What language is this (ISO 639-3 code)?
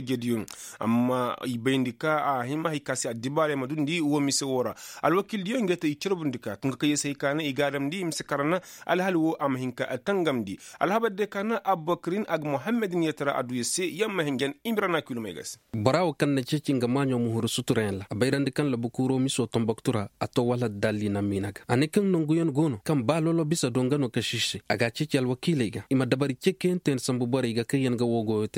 ses